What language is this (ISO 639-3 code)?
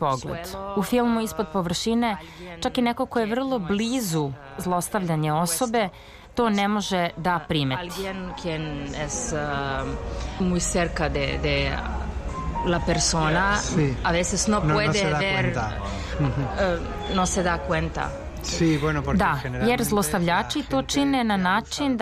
srp